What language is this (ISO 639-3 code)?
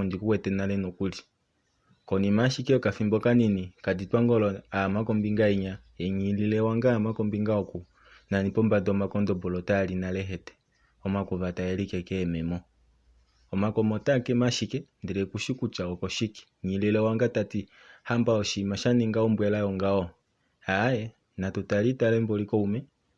kua